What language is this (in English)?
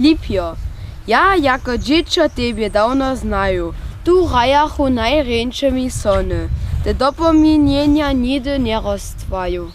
Upper Sorbian